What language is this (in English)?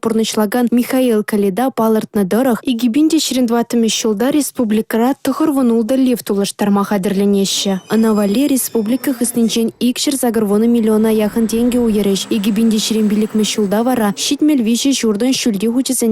Chuvash